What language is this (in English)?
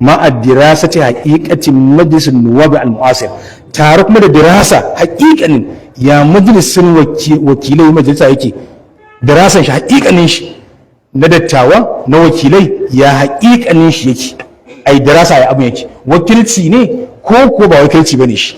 Hausa